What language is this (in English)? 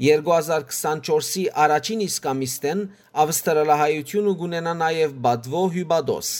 Western Armenian